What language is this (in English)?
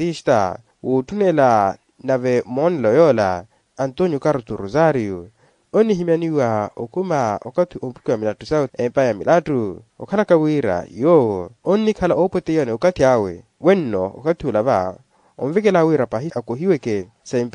Makhuwa